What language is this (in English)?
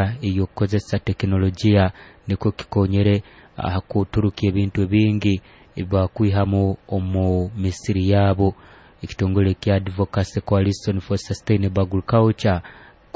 Nyoro